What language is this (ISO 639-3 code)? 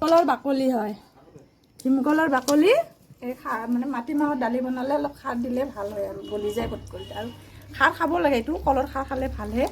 asm